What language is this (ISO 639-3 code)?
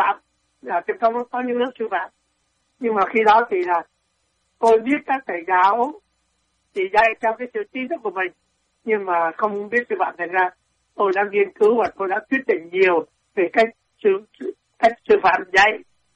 vie